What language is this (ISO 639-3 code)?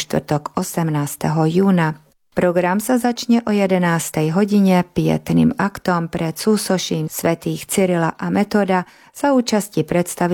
slk